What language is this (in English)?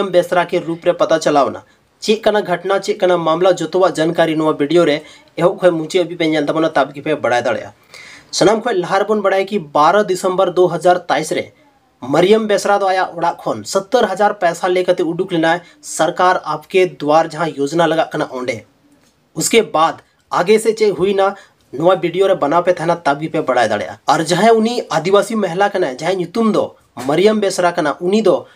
Santali